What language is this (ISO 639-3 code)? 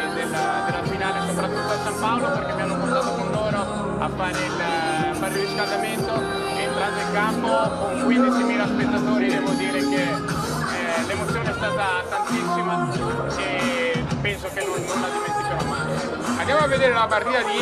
ita